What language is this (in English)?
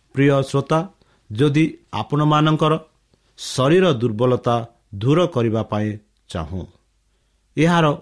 Odia